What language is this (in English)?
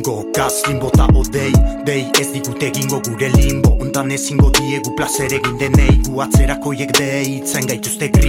Basque